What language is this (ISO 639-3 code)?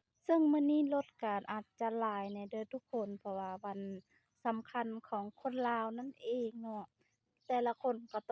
lao